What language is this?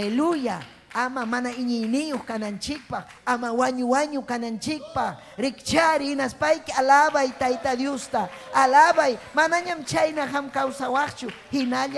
Ayacucho Quechua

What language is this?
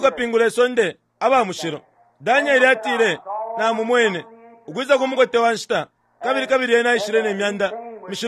Bemba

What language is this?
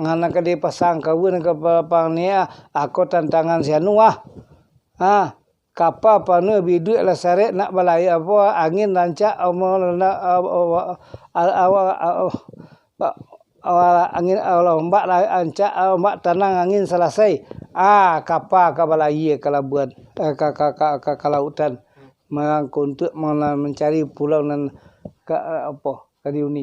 Minangkabau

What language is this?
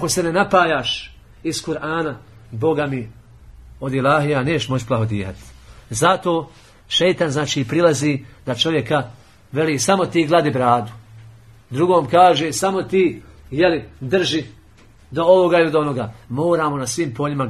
Bosnian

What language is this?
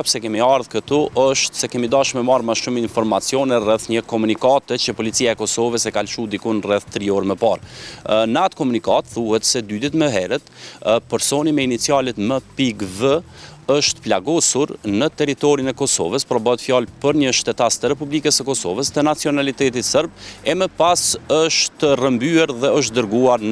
Albanian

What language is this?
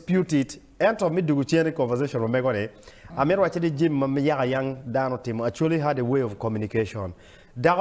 Acoli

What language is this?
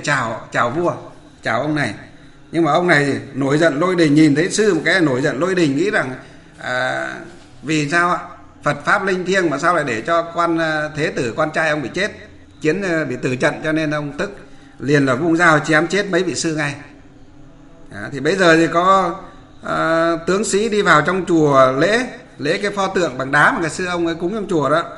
Vietnamese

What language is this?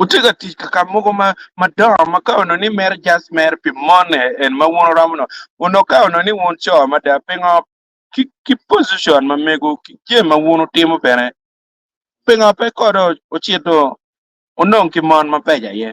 Acoli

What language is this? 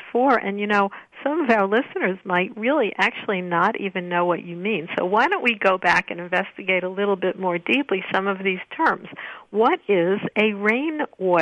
English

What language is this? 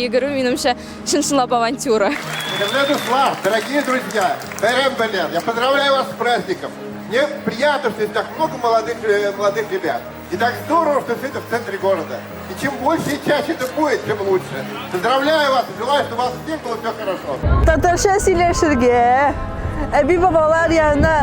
Tatar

